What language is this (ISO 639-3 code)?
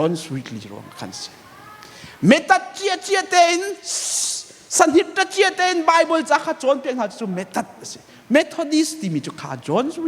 cnh